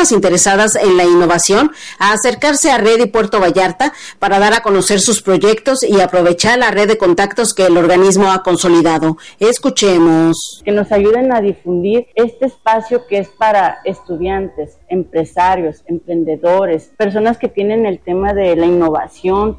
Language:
Spanish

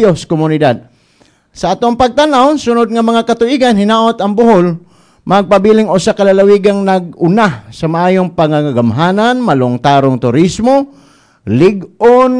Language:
Cebuano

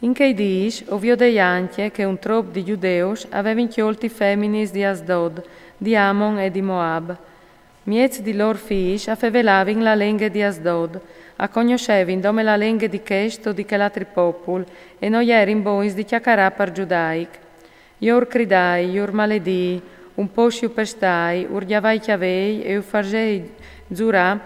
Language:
Friulian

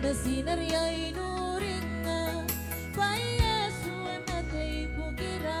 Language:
Gilbertese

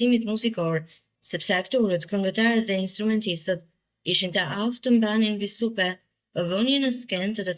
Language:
Albanian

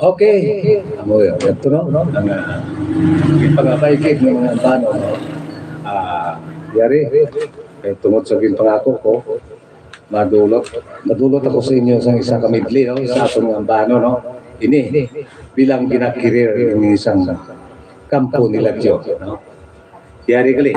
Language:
Hiligaynon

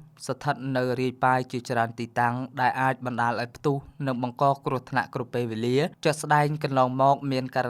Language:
Khmer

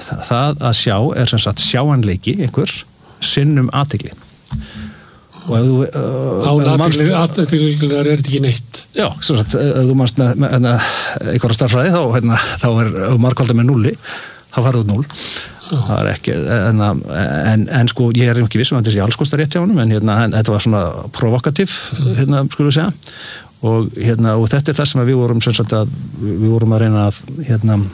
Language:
Icelandic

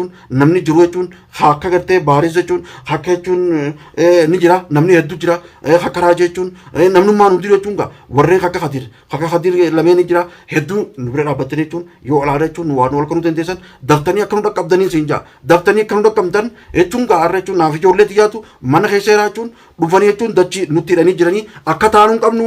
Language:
Oromo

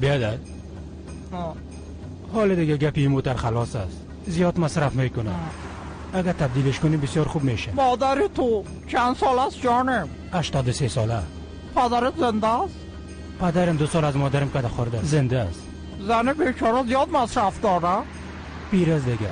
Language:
Persian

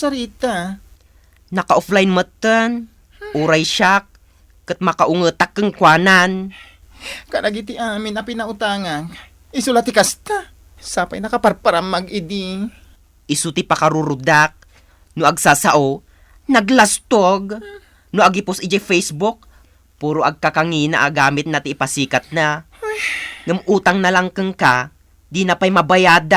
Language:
Iloko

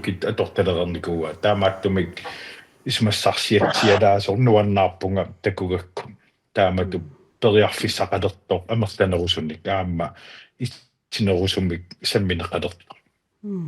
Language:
Kalaallisut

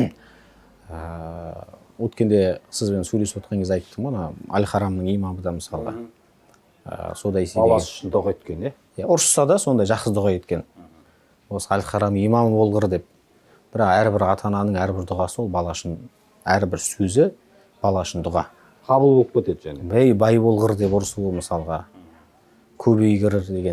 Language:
Kazakh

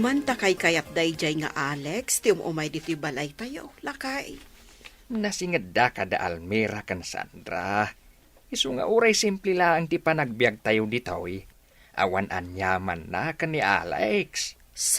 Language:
Iloko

